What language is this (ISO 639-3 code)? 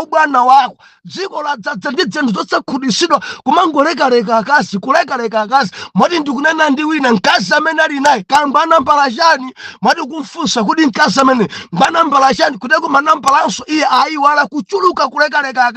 nya